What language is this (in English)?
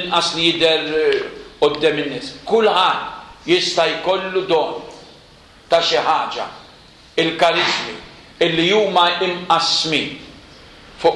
Maltese